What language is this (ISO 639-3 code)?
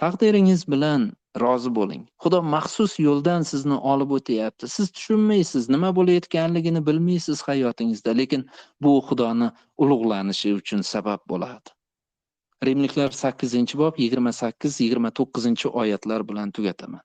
uzb